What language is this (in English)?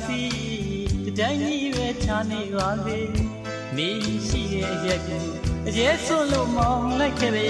Burmese